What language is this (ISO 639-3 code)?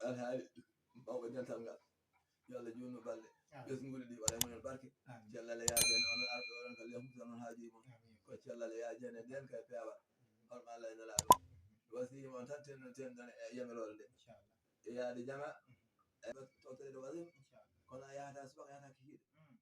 ful